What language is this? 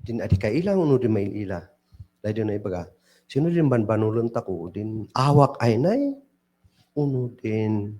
Kankanaey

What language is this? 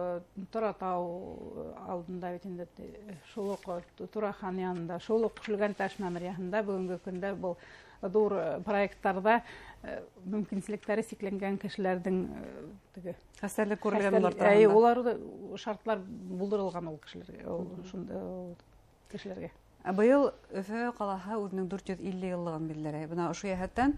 Bashkir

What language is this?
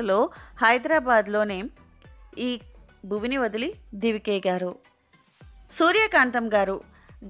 Telugu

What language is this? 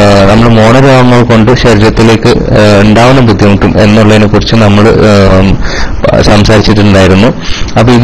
Malayalam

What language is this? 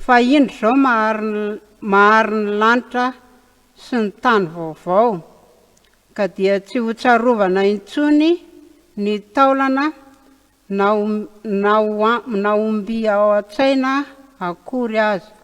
Malagasy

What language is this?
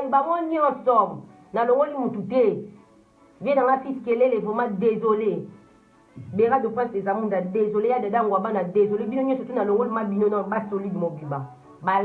Lingala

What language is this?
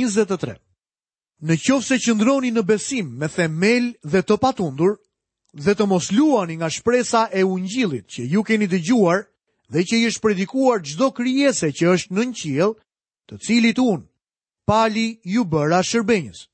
Albanian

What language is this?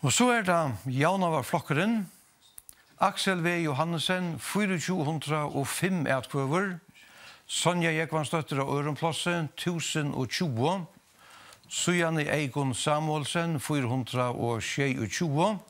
Faroese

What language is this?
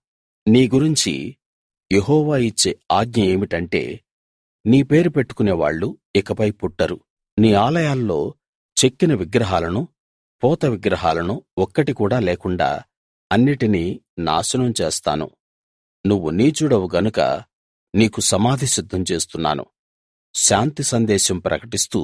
Telugu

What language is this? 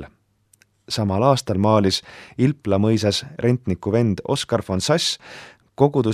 Estonian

